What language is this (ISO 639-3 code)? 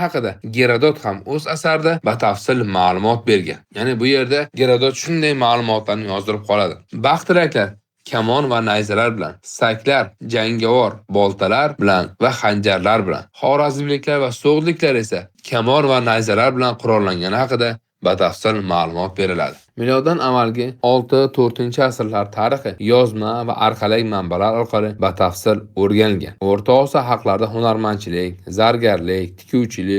uzb